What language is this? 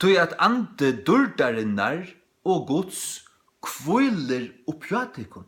Faroese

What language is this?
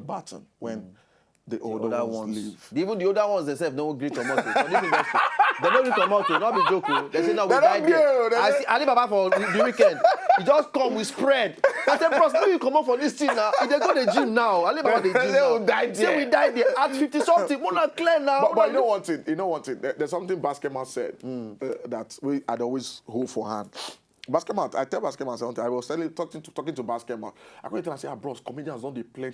Nigerian Pidgin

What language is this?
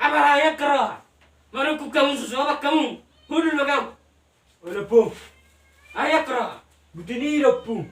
Batak Toba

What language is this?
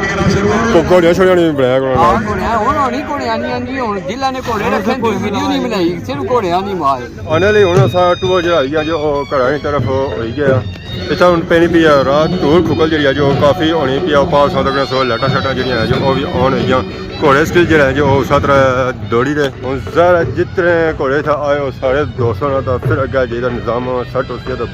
Pahari-Potwari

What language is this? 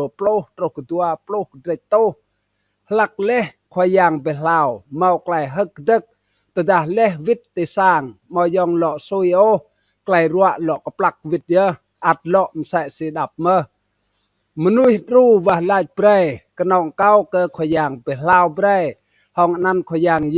Rade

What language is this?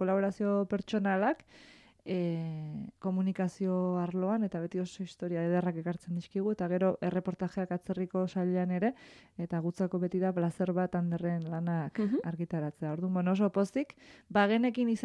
Basque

